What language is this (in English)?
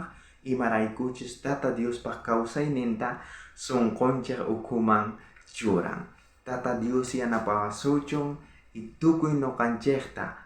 South Bolivian Quechua